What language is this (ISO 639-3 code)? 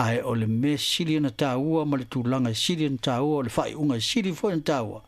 smo